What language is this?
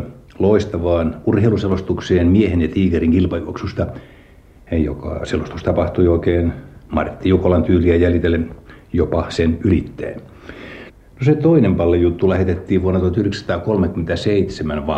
Finnish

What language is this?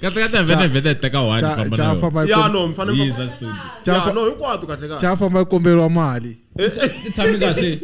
Tsonga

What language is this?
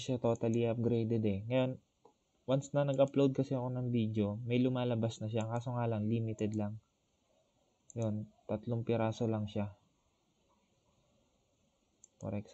Filipino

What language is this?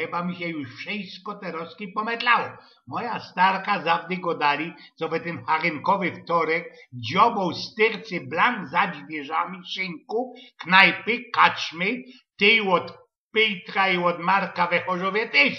Silesian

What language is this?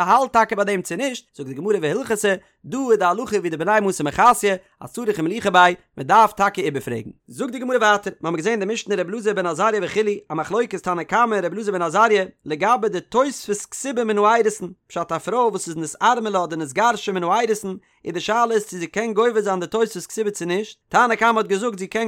Yiddish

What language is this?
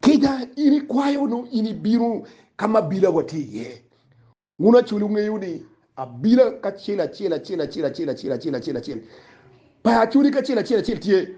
Acoli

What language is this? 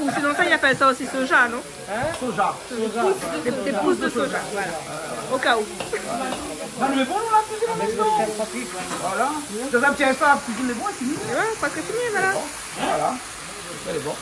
Réunion Creole French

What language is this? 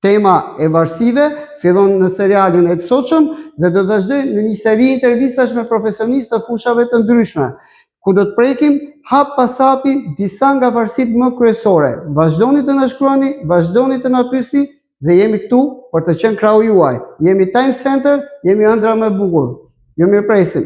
Albanian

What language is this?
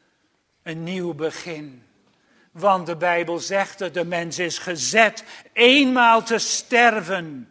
Dutch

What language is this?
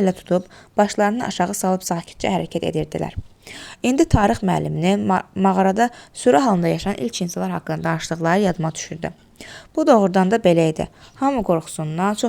Azerbaijani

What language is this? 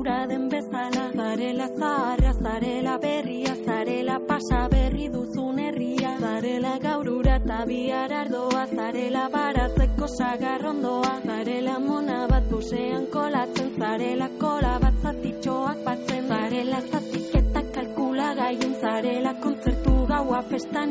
Basque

